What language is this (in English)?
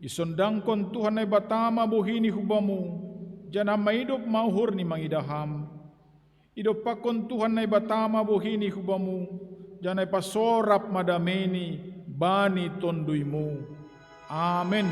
Batak Simalungun